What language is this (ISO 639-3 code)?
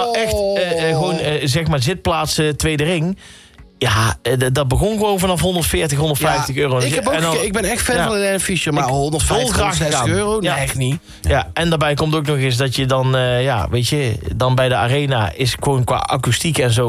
nld